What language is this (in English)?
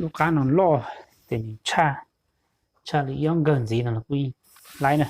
Hmong